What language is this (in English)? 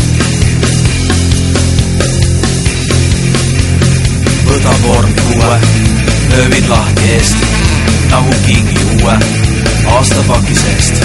Estonian